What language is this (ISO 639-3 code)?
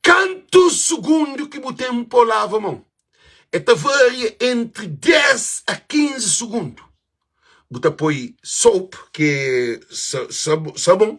kea